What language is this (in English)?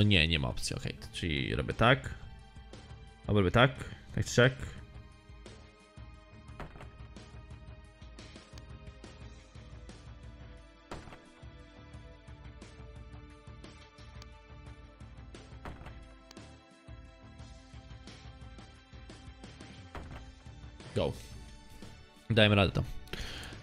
Polish